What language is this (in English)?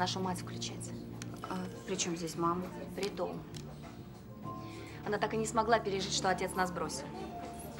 Russian